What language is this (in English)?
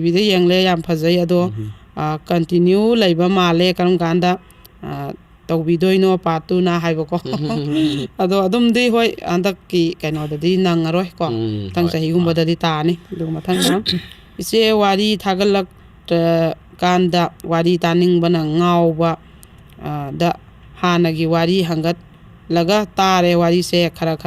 Manipuri